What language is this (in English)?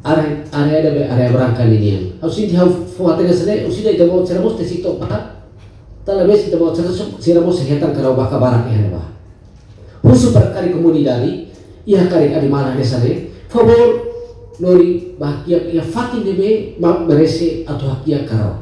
Tetum